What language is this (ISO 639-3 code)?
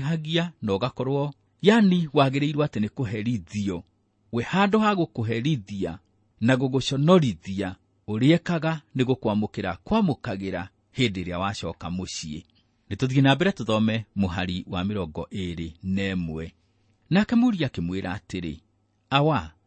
kik